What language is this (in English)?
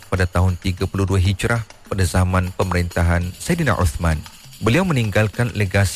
Malay